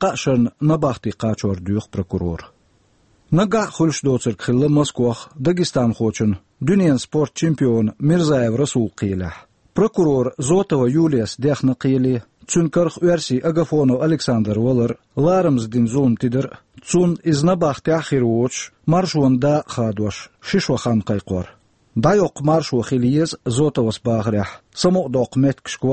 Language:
Chechen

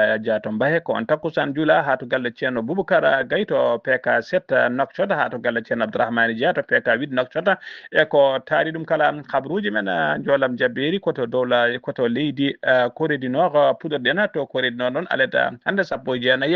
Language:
Fula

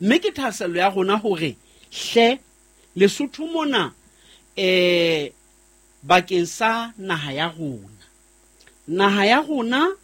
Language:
Southern Sotho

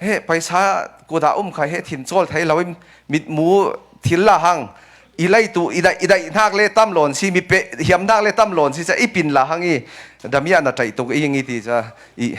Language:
Falam Chin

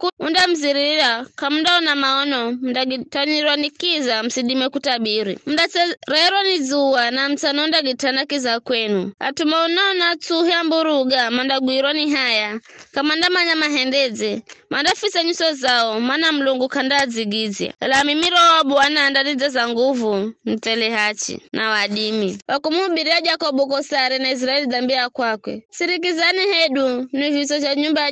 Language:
Giryama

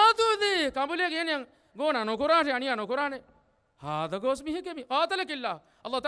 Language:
Divehi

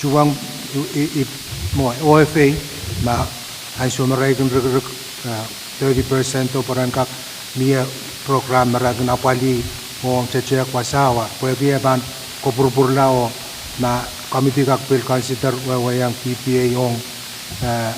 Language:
Pohnpeian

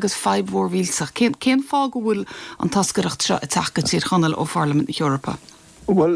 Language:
Irish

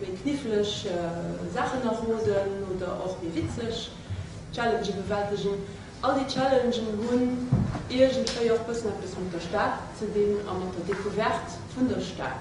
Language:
Luxembourgish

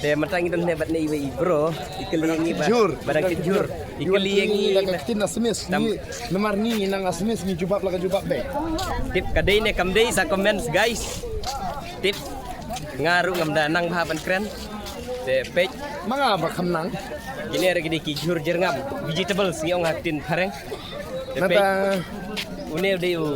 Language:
Khasi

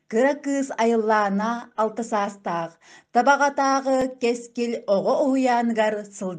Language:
Yakut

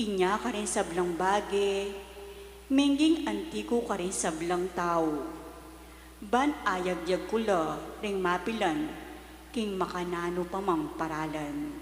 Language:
Pampanga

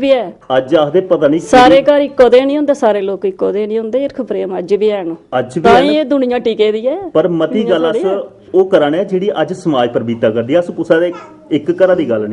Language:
Dogri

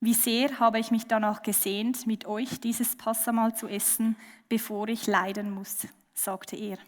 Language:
Swiss German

